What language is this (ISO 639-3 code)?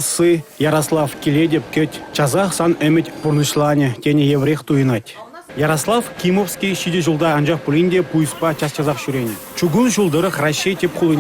chv